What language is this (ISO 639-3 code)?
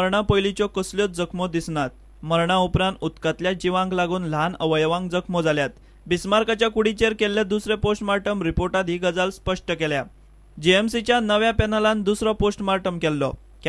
kok